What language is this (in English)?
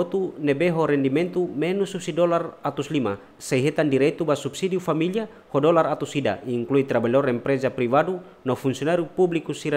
Tetum